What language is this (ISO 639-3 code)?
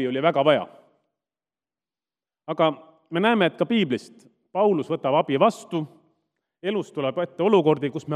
est